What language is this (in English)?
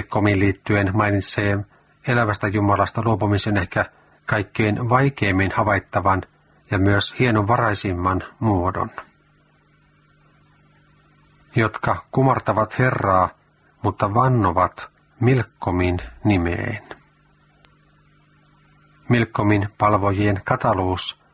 Finnish